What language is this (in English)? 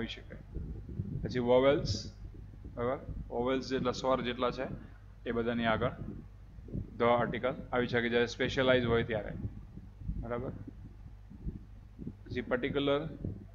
Gujarati